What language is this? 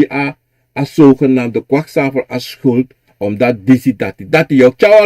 Sranan Tongo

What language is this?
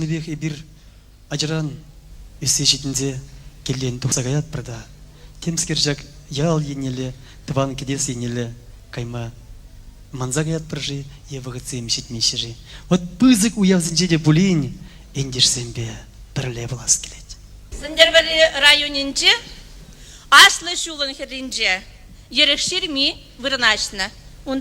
Chuvash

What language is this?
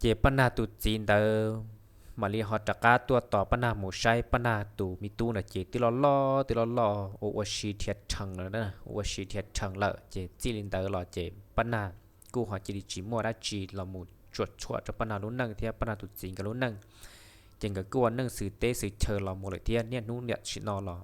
Hmong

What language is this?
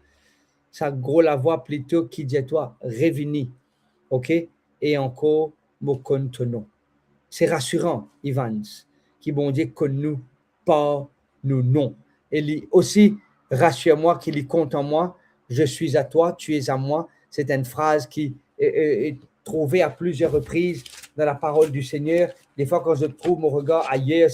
Morisyen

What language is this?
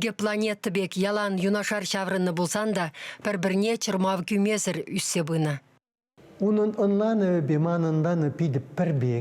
Chuvash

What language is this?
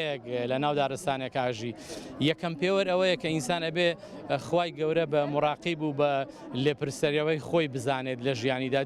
Central Kurdish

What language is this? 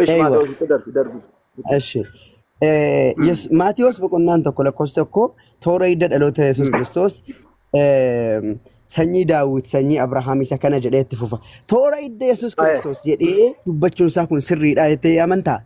Oromo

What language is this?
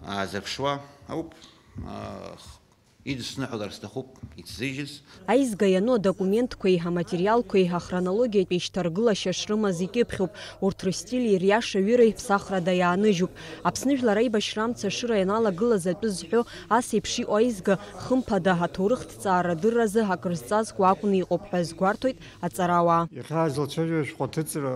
Abkhazian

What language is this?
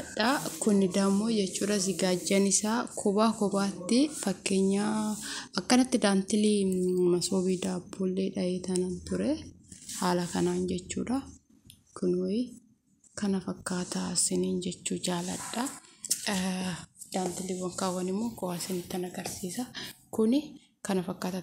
Oromo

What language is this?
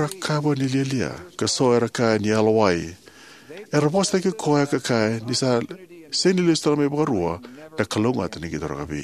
Fijian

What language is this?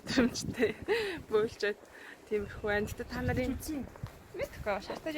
Mongolian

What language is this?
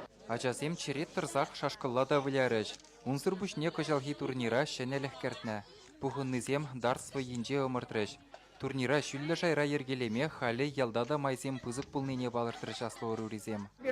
Chuvash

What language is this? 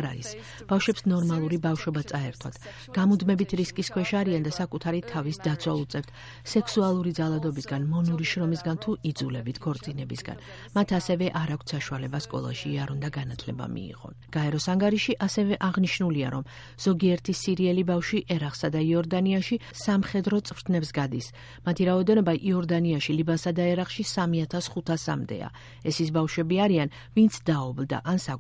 Georgian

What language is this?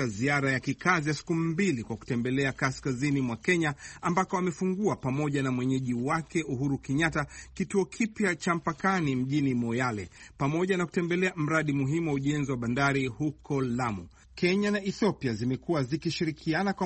Swahili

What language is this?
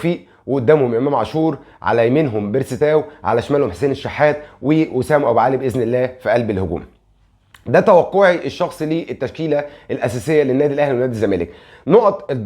Egyptian Arabic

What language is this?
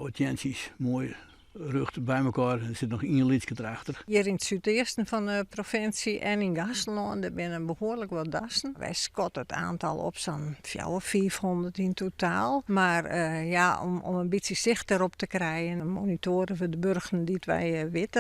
Western Frisian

